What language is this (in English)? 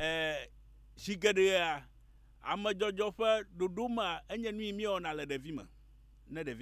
Ewe